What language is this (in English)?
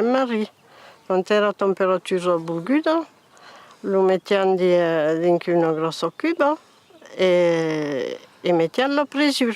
Occitan